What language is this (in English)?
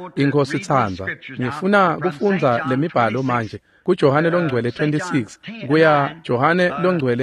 Swati